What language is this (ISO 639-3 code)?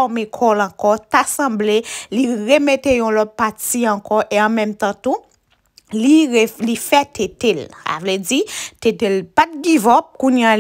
hat